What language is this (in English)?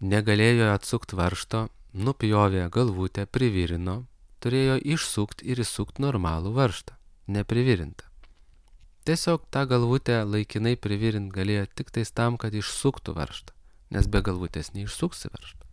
Lithuanian